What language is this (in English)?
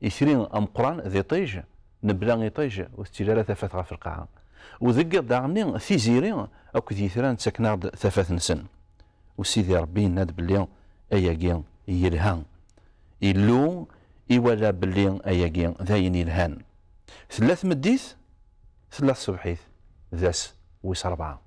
Kabyle